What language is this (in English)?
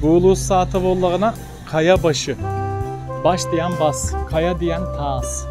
Yakut